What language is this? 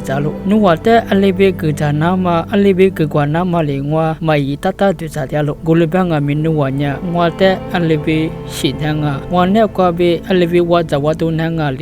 Lisu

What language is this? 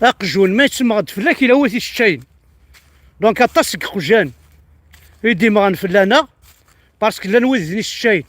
Kabyle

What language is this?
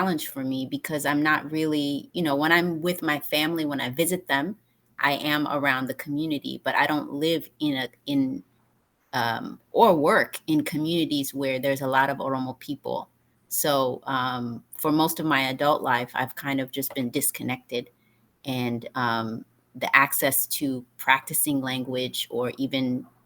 English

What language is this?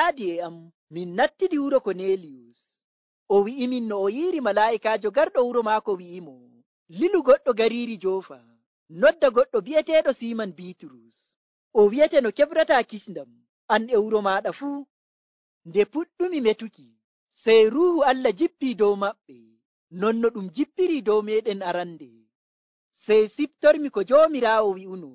Nigerian Fulfulde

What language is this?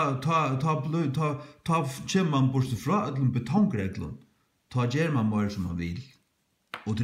Faroese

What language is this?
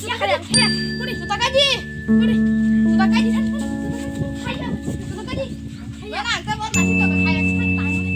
Kok Borok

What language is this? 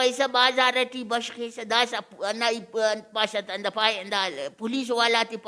Brahui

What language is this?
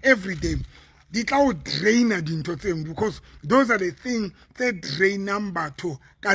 Southern Sotho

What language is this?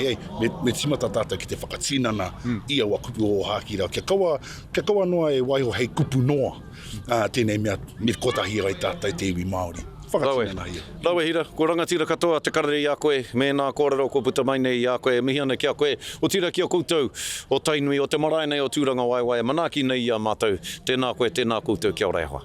Māori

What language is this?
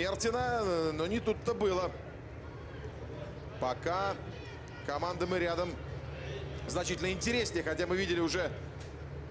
Russian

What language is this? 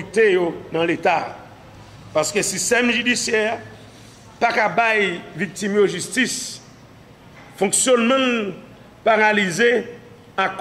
Haitian Creole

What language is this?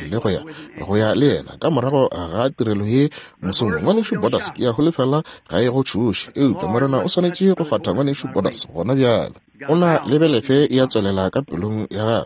Northern Sotho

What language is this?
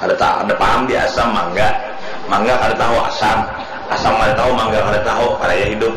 Banjar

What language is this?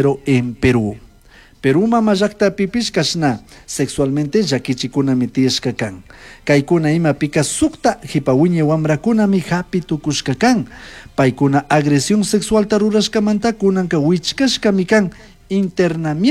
Chimborazo Highland Quichua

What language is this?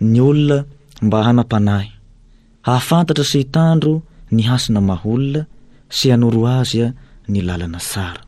Malagasy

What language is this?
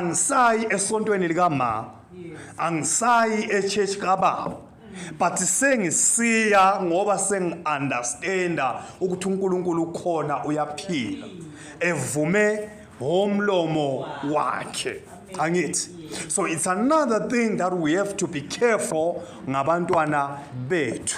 Zulu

